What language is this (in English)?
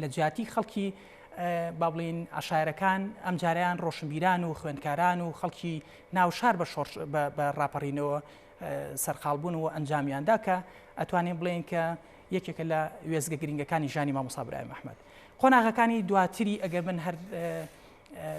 Central Kurdish